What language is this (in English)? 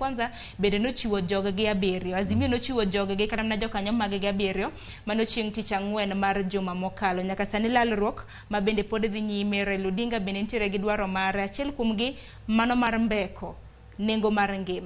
Luo (Kenya and Tanzania)